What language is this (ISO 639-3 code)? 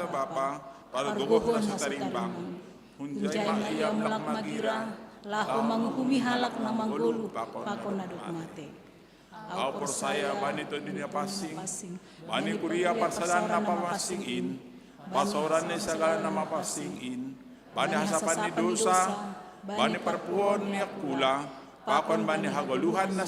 bts